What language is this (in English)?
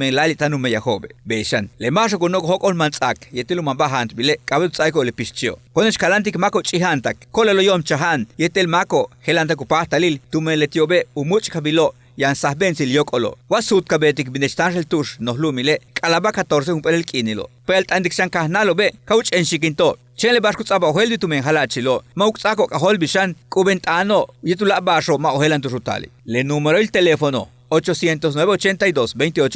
Yucateco